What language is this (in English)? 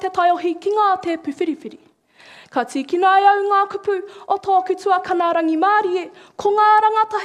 Māori